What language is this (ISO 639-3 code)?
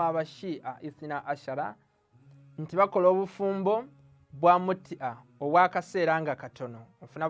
lug